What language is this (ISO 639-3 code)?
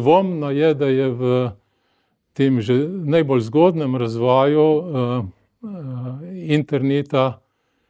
slv